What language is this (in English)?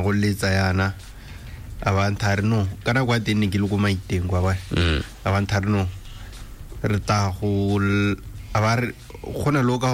Tswana